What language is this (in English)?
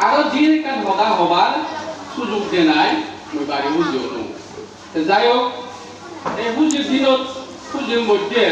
Chakma